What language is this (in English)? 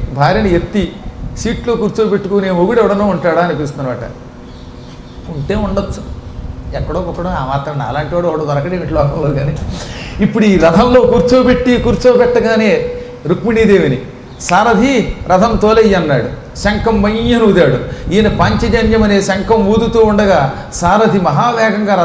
Telugu